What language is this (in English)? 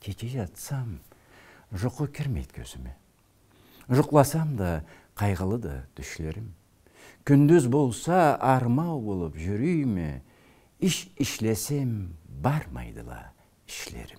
Karachay-Balkar